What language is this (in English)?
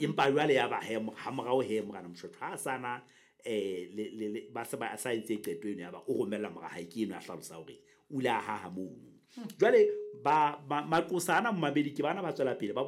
Southern Sotho